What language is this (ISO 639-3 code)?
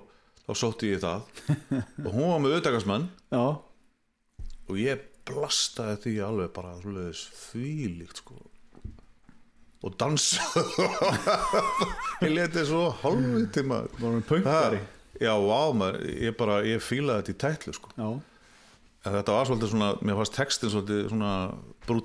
isl